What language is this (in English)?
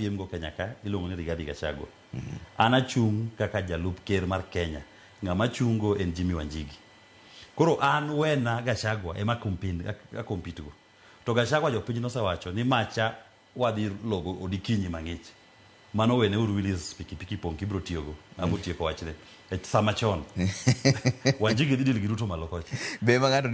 Luo (Kenya and Tanzania)